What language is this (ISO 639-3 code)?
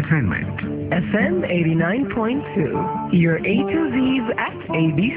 ben